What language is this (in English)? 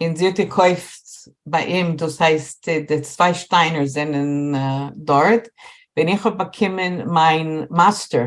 Yiddish